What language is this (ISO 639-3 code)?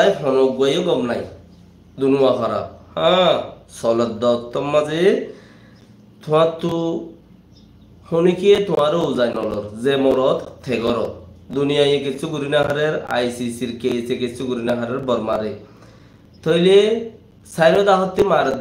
rhg